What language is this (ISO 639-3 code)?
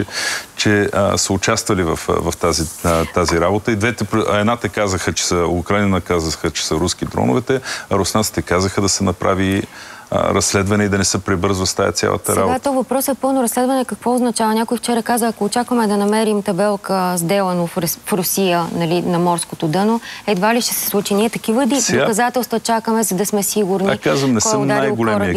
bul